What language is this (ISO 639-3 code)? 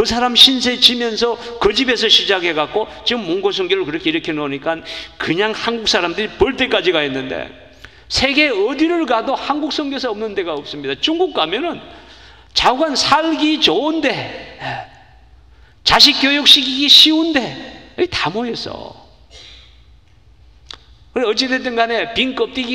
kor